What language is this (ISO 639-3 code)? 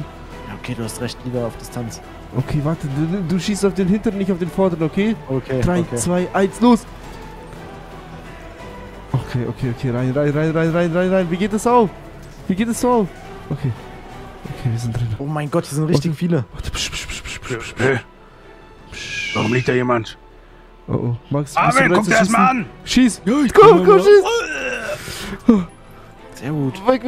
deu